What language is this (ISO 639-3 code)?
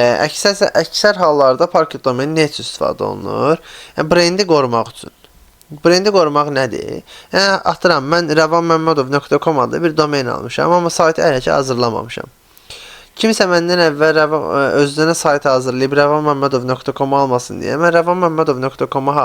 aze